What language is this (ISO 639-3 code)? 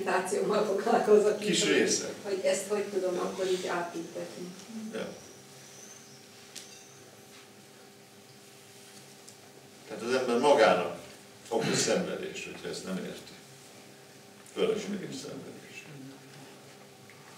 hun